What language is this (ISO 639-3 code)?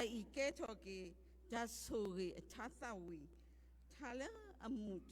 ksw